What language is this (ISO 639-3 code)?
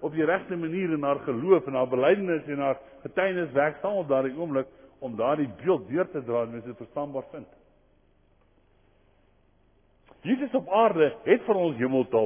afr